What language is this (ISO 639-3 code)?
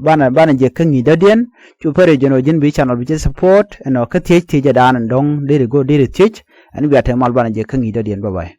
nus